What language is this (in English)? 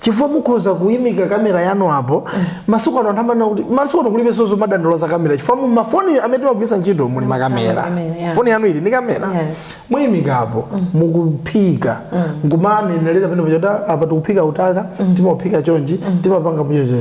Nyanja